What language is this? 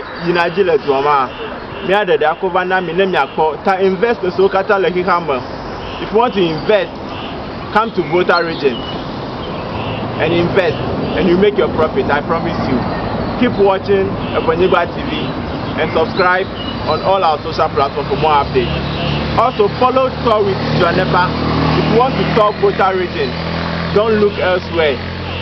Ewe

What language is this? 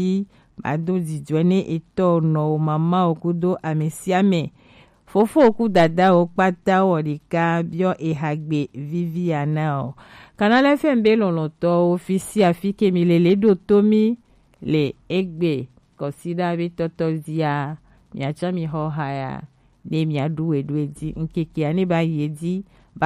Gen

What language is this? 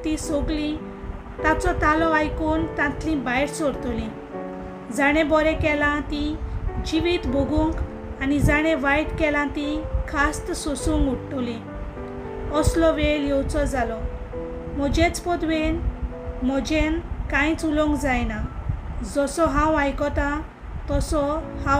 Konkani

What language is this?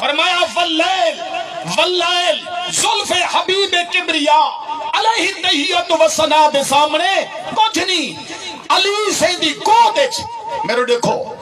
Saraiki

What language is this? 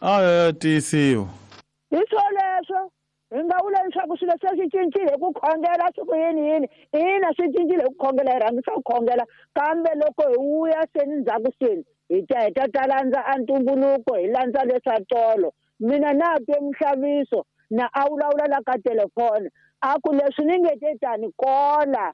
Tsonga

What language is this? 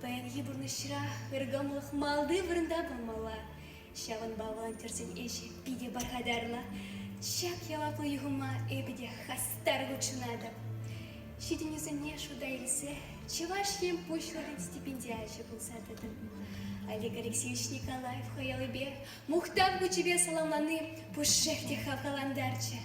Chuvash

